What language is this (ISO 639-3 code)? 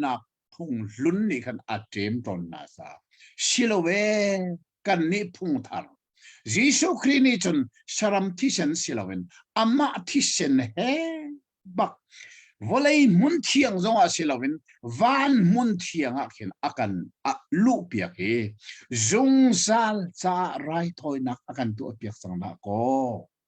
cnh